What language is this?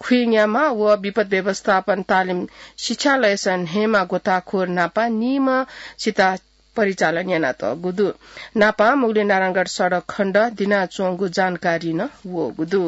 Newari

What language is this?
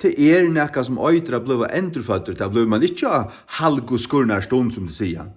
Faroese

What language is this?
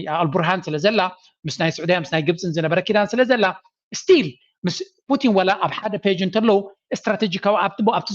Tigrinya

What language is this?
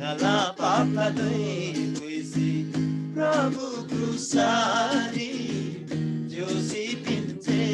Eastern Tamang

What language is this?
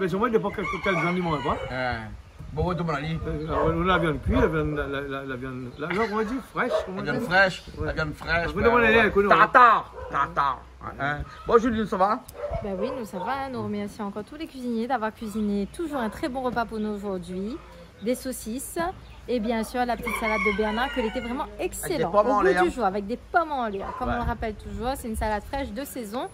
Réunion Creole French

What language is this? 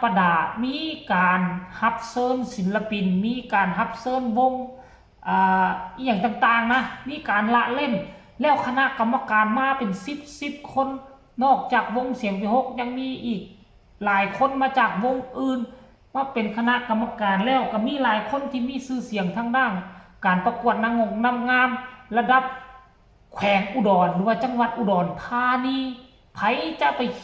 Northeastern Thai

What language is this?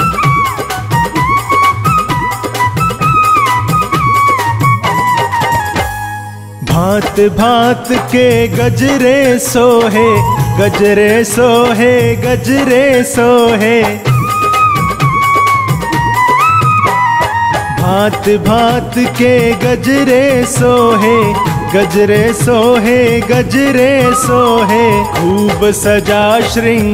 Hindi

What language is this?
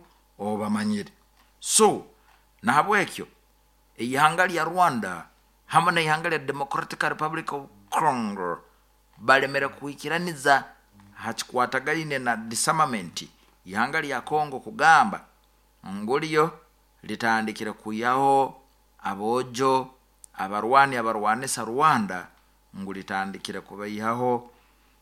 Nyoro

